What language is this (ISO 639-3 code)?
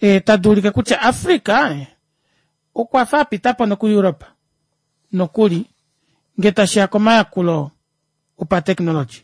kua